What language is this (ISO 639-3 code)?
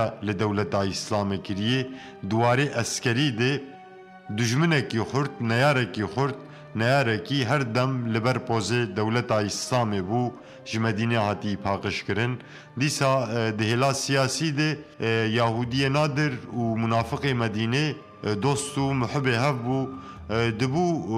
kur